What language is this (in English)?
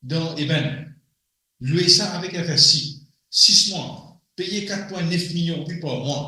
Morisyen